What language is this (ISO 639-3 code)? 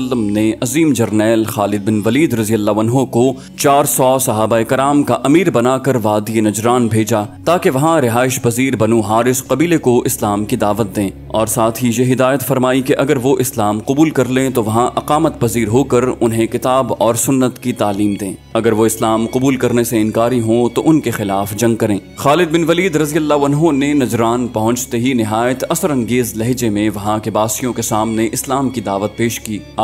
urd